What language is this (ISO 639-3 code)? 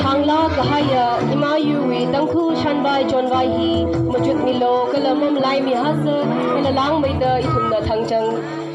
nmf